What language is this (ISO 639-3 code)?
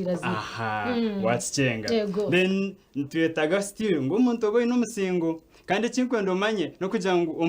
nyn